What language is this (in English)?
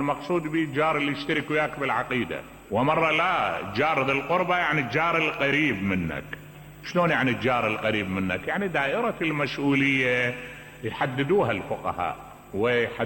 Mesopotamian Arabic